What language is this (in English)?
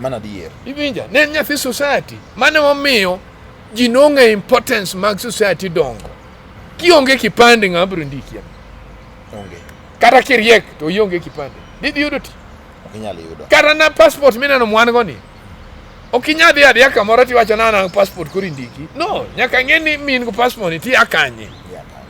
Luo (Kenya and Tanzania)